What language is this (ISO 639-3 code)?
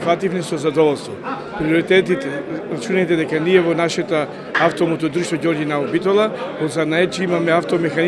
mkd